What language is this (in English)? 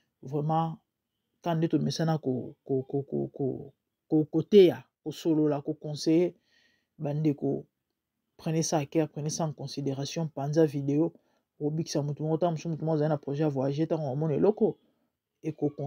Lingala